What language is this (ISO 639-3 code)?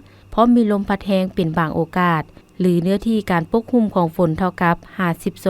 lao